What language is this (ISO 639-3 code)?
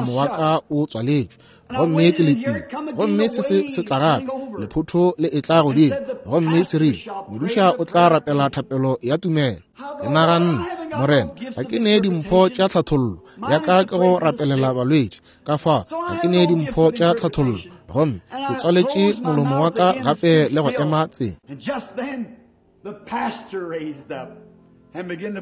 nso